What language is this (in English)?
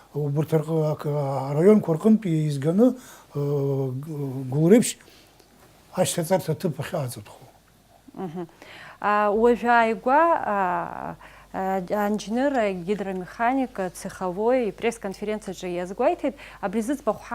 Abkhazian